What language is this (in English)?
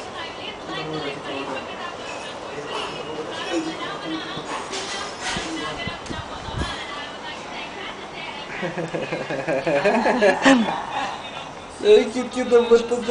Filipino